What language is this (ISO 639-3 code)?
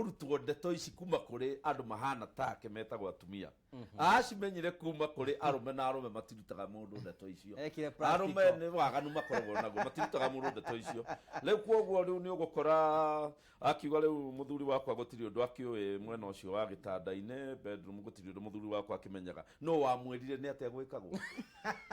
kik